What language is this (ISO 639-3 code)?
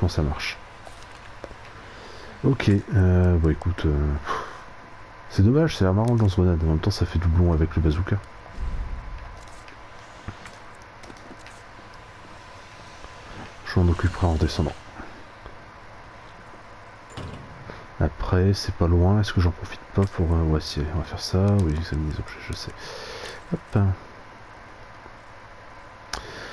fra